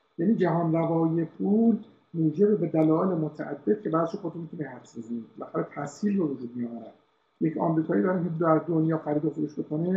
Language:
Persian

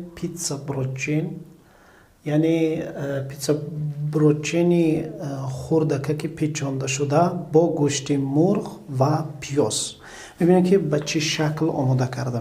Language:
Tajik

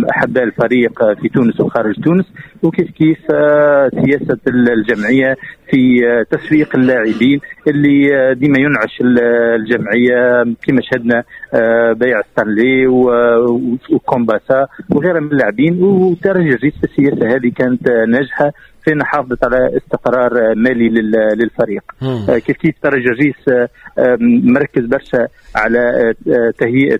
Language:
Tunisian Arabic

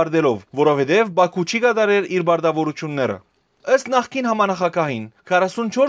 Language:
Western Armenian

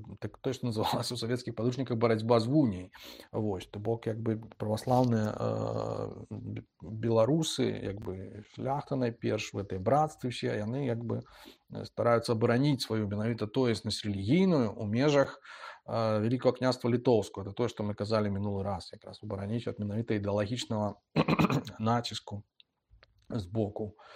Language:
Belarusian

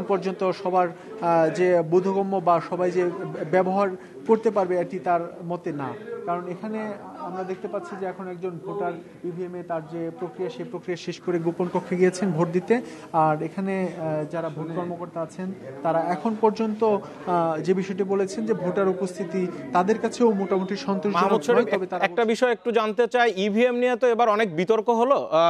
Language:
Bangla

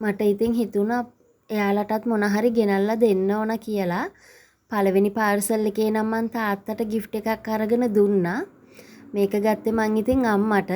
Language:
Sinhala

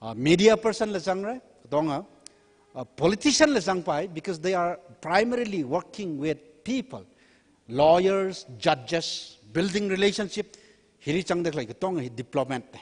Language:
Tangkhul Naga (India)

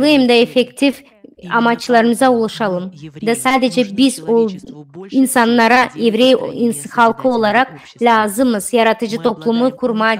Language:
Gagauz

